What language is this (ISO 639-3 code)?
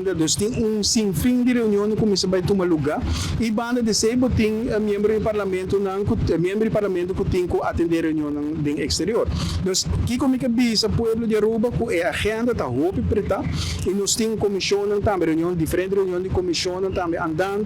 pap